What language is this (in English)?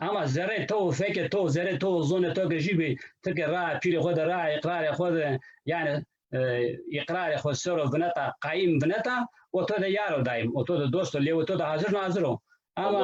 Zaza